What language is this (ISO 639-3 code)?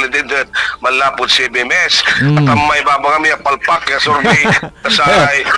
pag